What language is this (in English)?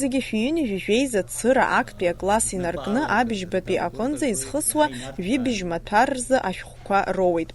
Abkhazian